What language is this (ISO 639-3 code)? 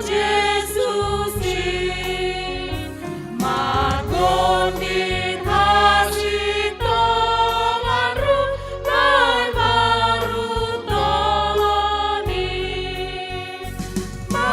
bts